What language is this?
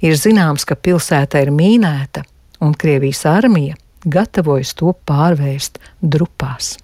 Latvian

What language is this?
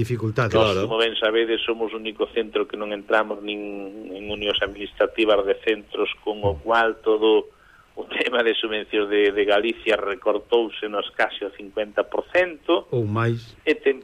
Galician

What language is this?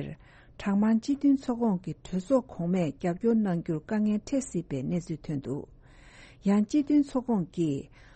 Tibetan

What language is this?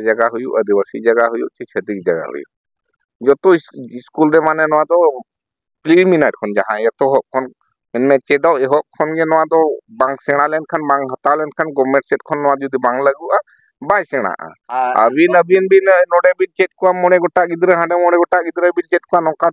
Santali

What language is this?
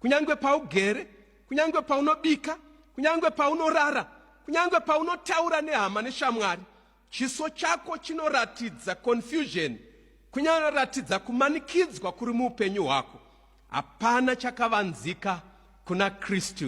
Shona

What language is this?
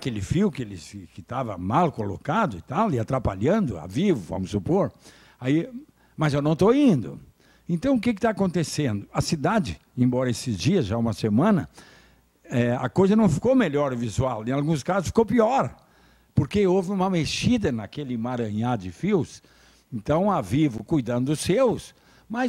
Portuguese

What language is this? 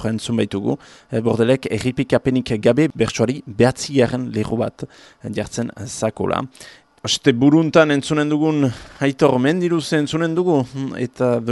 Basque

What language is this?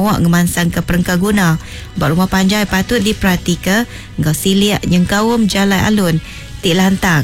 Iban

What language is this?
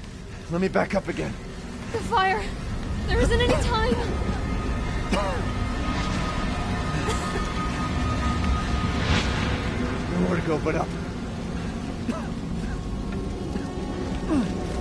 English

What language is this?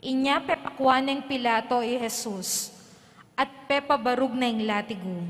Pampanga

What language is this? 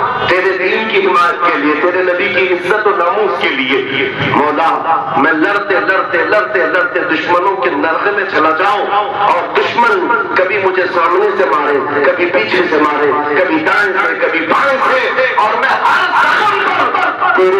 Urdu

